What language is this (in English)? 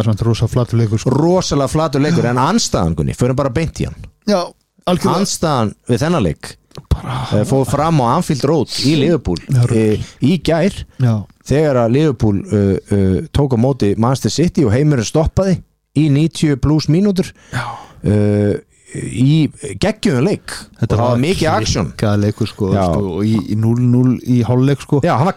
Icelandic